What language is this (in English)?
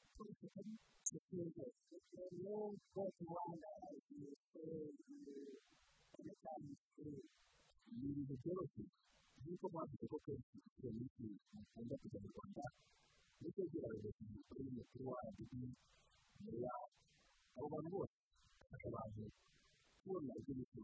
Kinyarwanda